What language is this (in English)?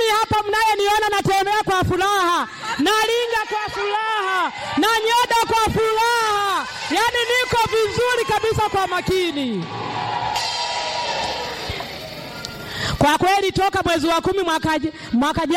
Swahili